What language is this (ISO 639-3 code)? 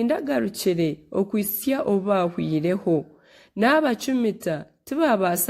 nyn